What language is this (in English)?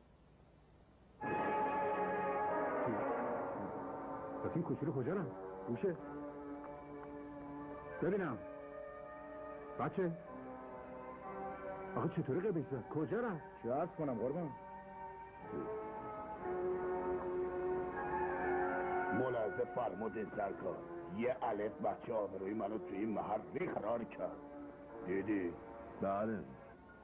Persian